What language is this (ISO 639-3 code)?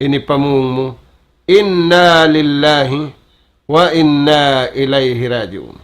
tsg